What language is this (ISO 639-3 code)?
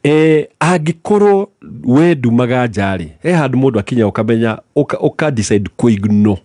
kik